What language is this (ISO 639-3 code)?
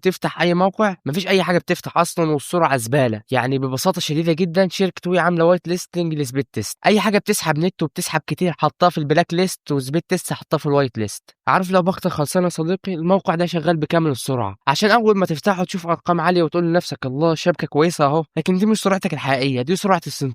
arz